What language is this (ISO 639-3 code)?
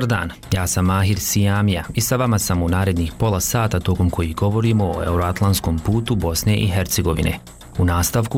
bos